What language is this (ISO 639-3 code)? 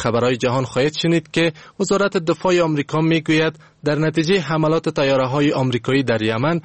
fas